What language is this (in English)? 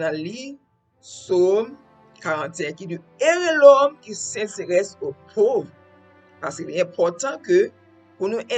Haitian Creole